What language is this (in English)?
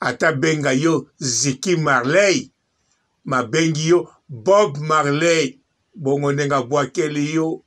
Lingala